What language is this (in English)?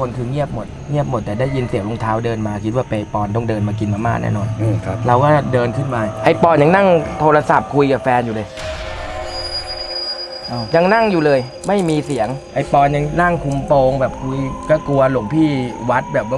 Thai